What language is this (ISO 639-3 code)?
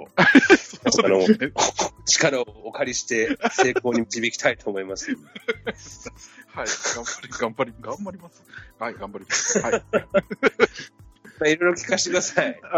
jpn